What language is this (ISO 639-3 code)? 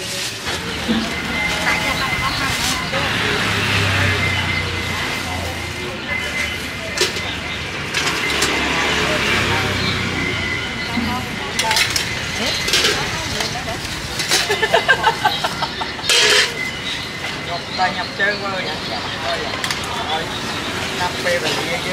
vie